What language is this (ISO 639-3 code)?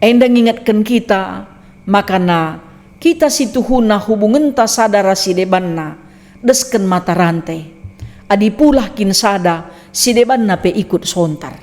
btx